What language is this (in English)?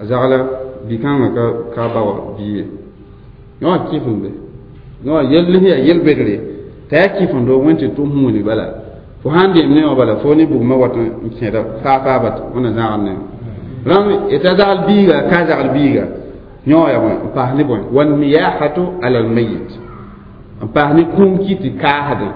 Mossi